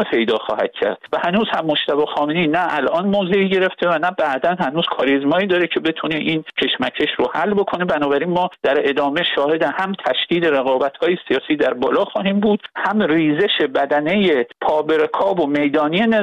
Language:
Persian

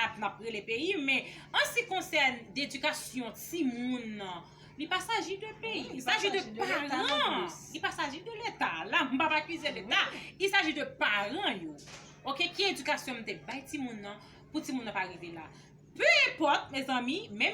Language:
Haitian Creole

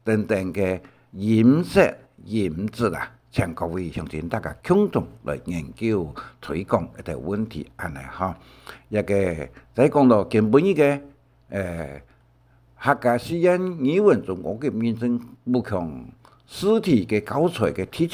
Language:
Hakka Chinese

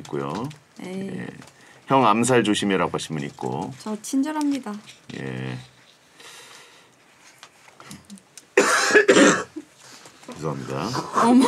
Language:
Korean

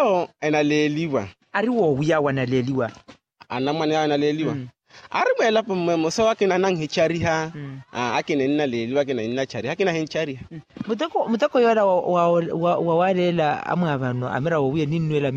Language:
Makhuwa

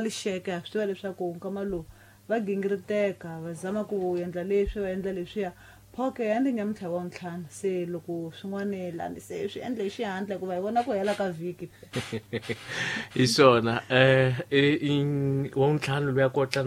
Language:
Tsonga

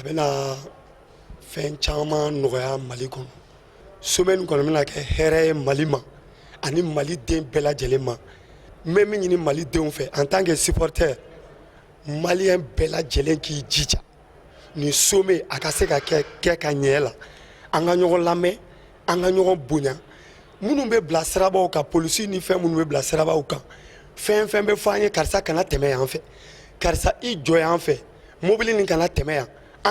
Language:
Bambara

